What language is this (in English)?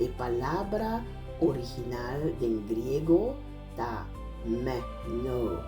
Papiamento